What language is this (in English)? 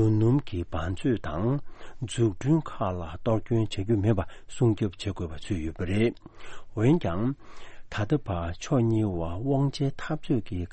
Tibetan